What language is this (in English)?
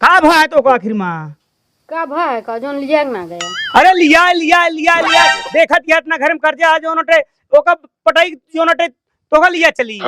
Awadhi